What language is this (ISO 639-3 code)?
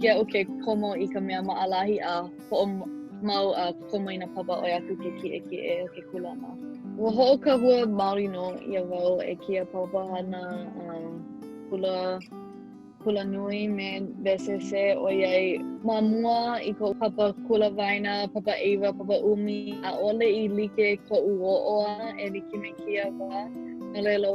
haw